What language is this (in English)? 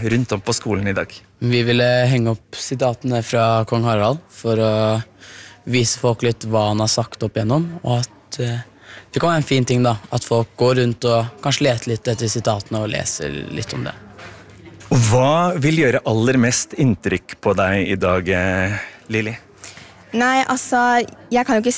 Norwegian